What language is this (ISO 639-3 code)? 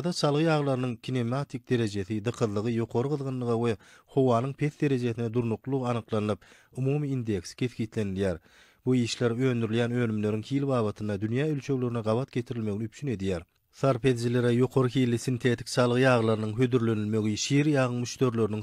tuk